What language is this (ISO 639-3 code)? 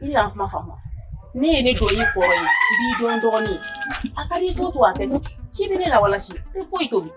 bam